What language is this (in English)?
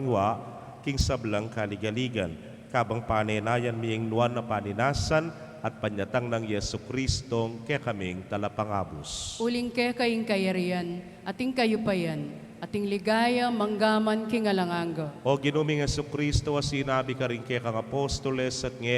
Pampanga